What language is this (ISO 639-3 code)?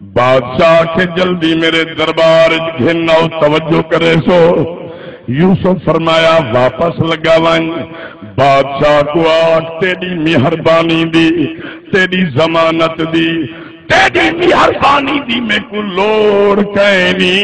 skr